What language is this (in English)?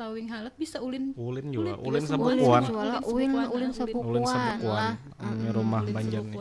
Banjar